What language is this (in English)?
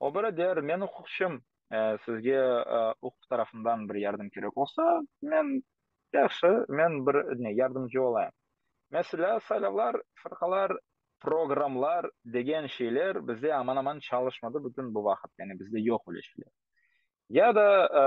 Crimean Tatar